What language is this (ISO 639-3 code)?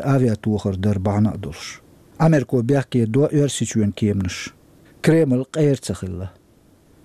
che